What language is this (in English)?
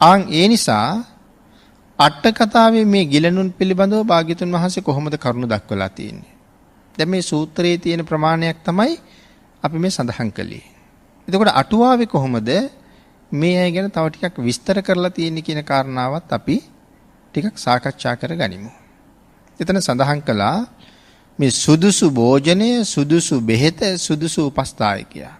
Sinhala